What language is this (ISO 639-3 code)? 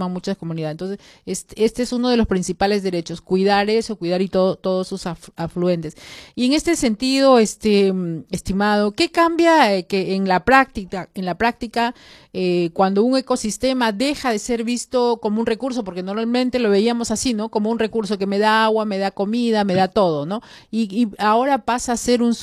spa